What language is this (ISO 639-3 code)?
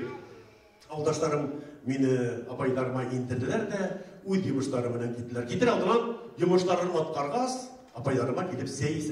bak